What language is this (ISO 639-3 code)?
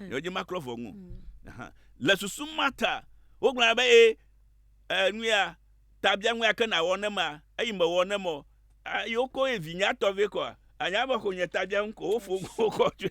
ewe